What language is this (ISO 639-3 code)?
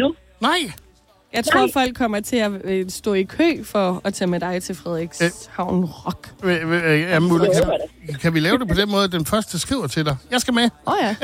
dan